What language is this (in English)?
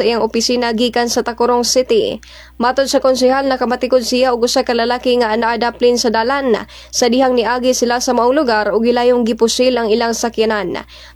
Cebuano